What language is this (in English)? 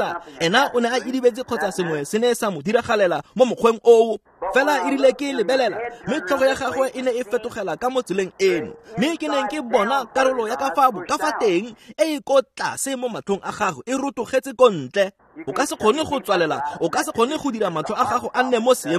Tswana